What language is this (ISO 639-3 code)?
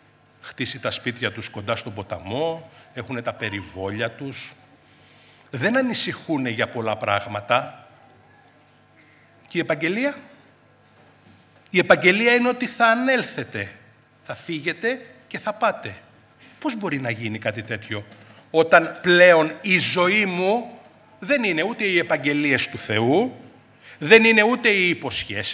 ell